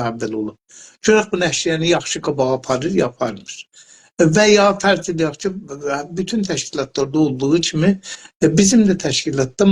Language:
South Azerbaijani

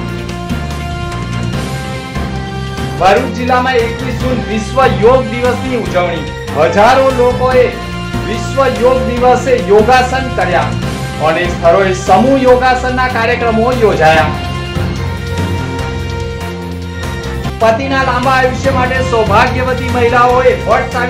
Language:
Gujarati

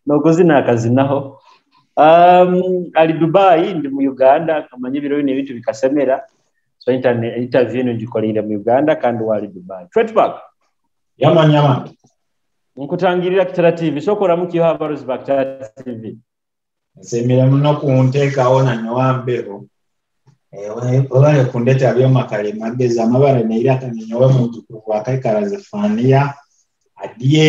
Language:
Nyoro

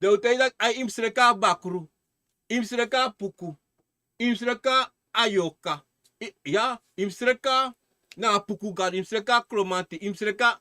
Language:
Sranan Tongo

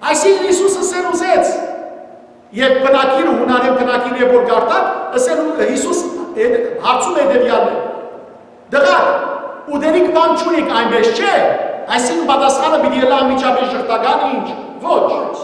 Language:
Western Armenian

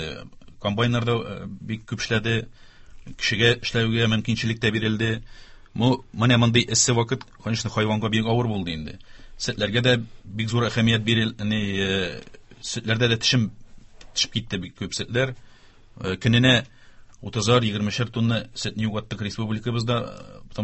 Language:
Tatar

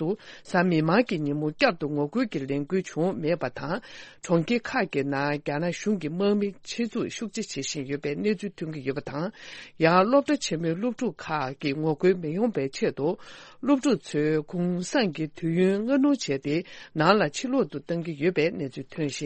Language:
Tibetan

